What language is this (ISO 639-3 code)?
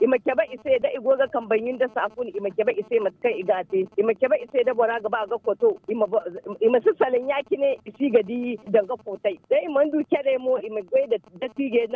dje